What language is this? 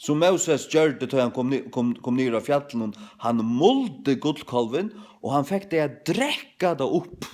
Faroese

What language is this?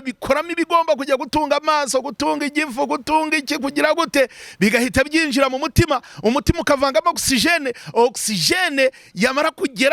Kinyarwanda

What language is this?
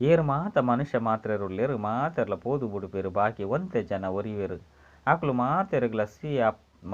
Tulu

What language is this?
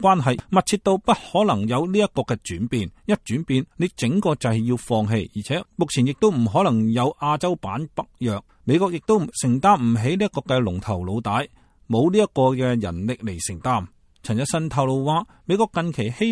Cantonese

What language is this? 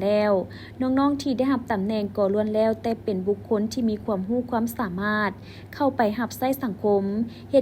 Lao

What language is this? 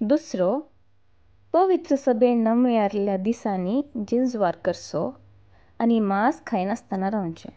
Konkani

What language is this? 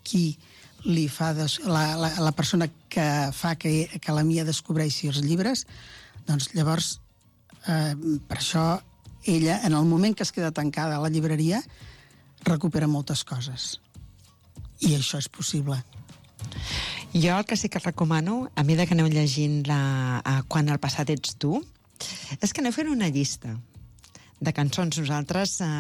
Catalan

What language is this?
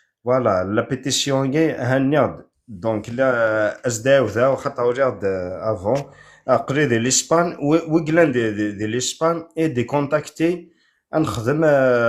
Kabyle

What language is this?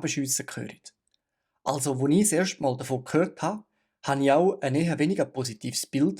Swiss German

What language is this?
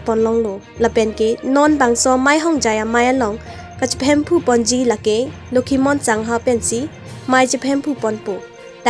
Karbi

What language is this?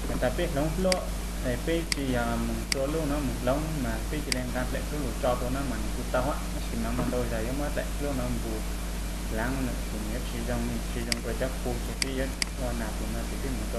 Hmong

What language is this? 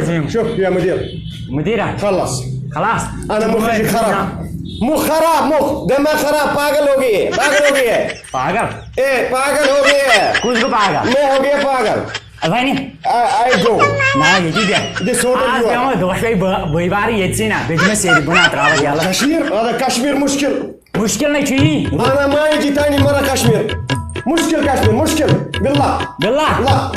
Kashmiri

